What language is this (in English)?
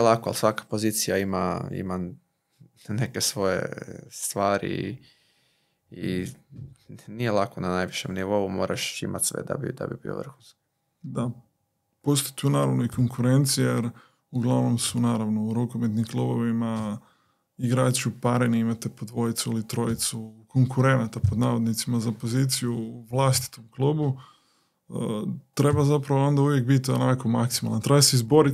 Croatian